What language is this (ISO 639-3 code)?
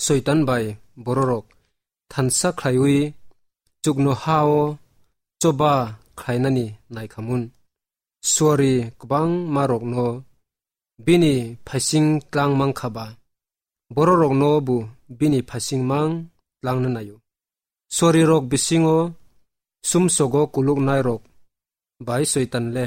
trp